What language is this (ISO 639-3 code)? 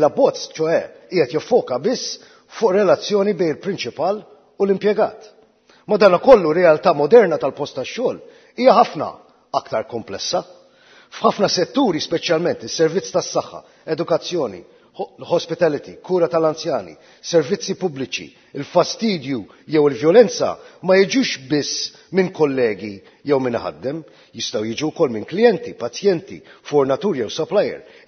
mlt